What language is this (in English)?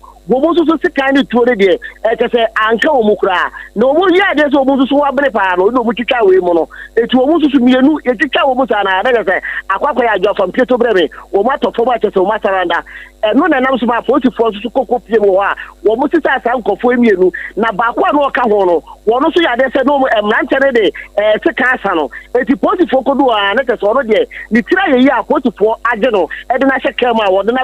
Akan